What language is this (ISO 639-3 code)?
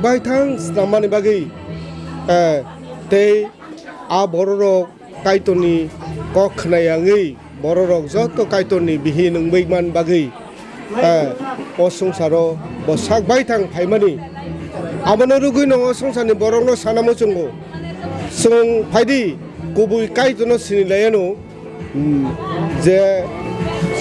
trp